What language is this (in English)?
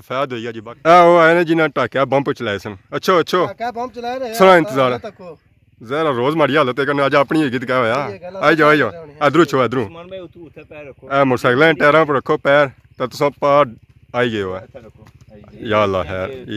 Pahari-Potwari